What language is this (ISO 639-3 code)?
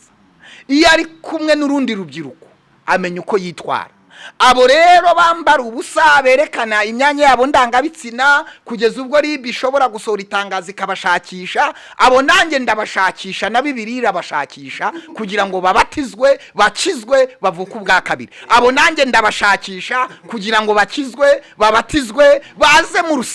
kin